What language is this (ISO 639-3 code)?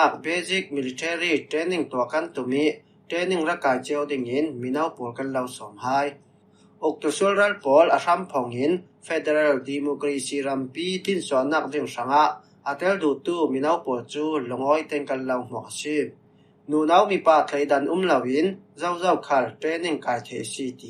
cfm